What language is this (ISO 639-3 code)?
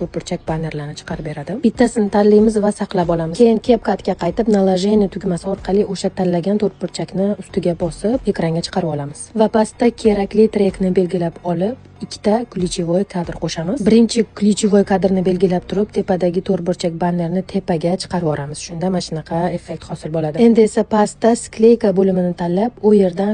uzb